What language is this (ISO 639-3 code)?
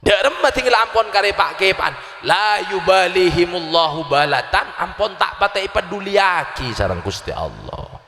mad